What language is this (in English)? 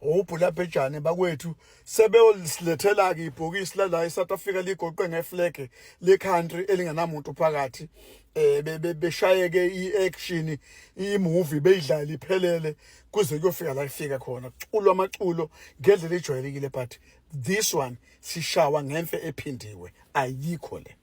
Zulu